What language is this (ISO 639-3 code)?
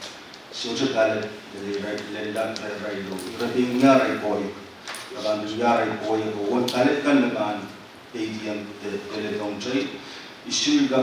pon